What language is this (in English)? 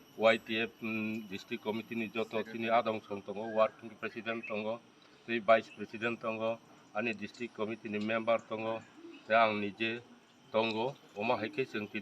Kok Borok